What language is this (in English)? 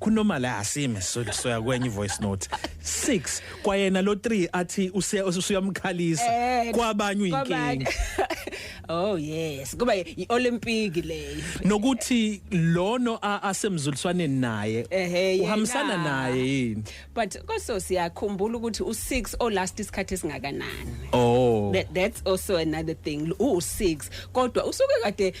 Zulu